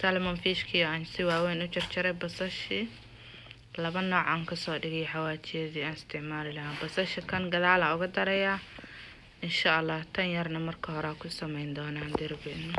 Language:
Somali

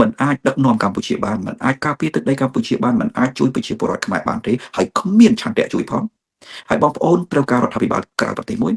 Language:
Khmer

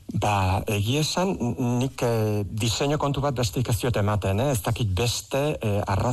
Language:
Basque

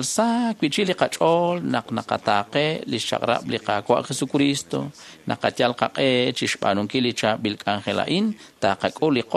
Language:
Kekchí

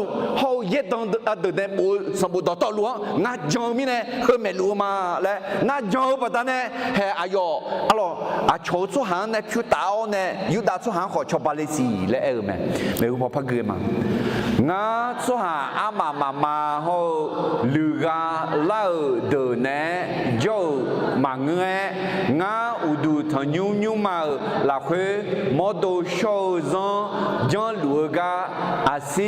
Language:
Akha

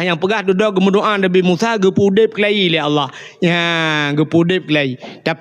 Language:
Achinese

